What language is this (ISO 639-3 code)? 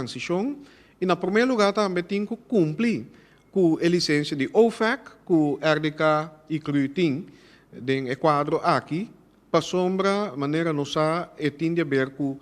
pap